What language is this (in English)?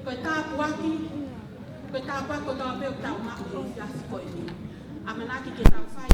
Tongan